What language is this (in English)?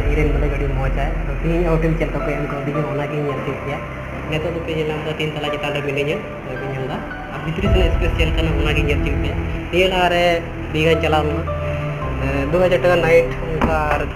Santali